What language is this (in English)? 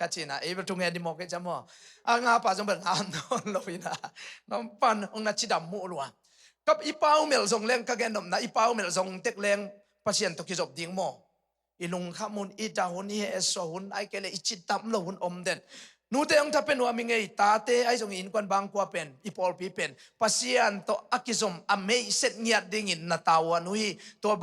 Tedim Chin